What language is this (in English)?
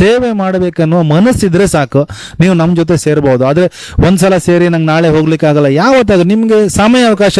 Kannada